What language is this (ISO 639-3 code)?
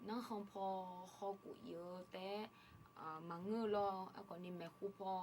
ahk